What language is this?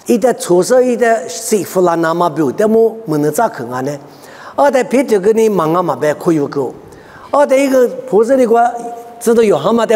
Lisu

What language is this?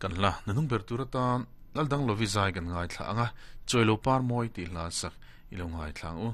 Mizo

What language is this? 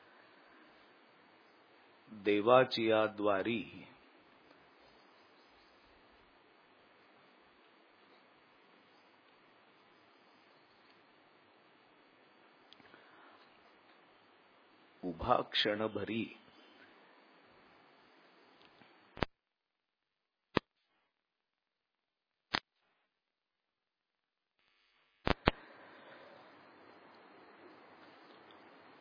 Marathi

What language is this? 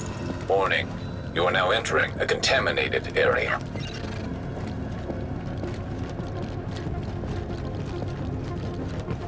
English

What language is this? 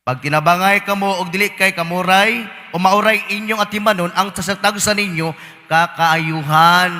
Cebuano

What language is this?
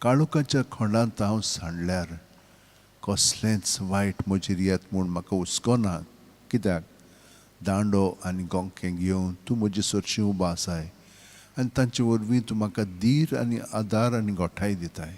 Konkani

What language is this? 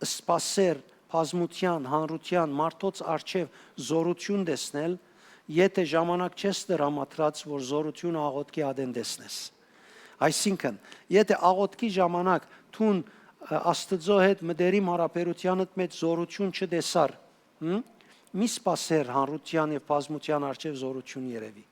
Western Armenian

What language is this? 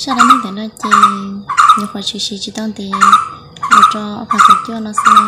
Hmong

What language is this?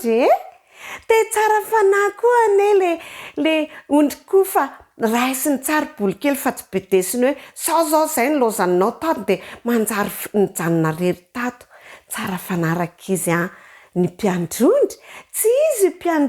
Malagasy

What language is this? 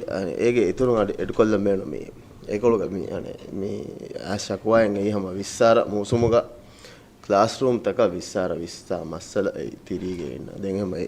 Divehi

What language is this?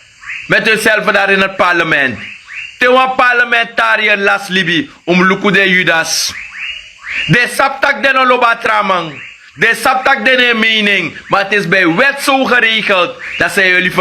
Sranan Tongo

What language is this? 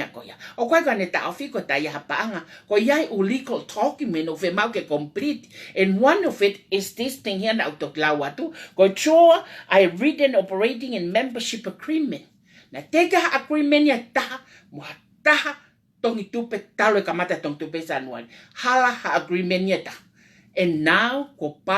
Tongan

